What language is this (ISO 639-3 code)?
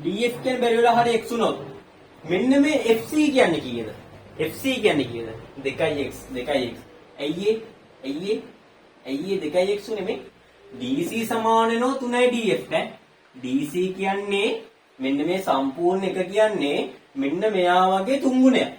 sin